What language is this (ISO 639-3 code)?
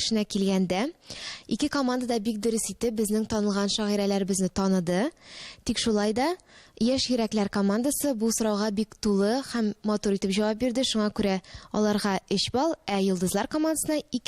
tat